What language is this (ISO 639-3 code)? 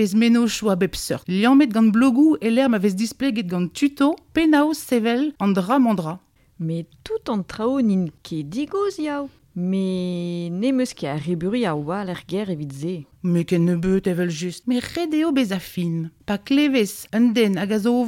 bre